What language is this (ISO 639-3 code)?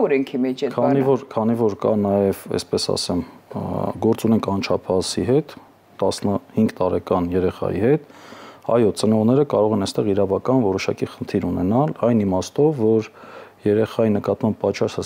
hye